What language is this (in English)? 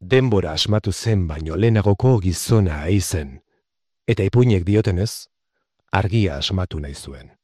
Basque